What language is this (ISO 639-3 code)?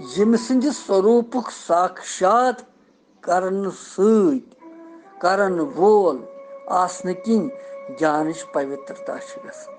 kas